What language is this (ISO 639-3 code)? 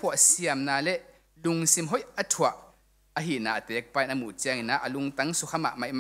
ctd